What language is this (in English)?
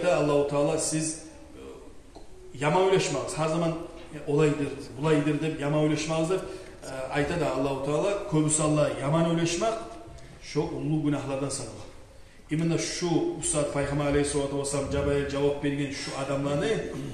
Kumyk